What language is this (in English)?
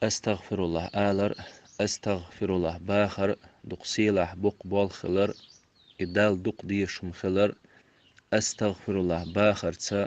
Chechen